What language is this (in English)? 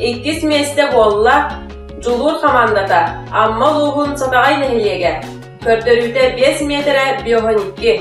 Yakut